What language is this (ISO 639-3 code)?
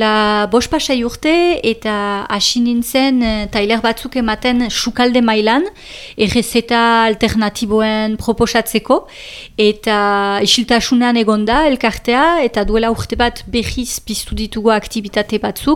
eus